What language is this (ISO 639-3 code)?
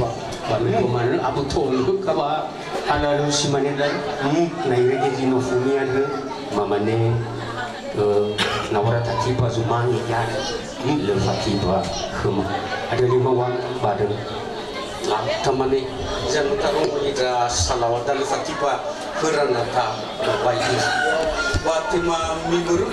nia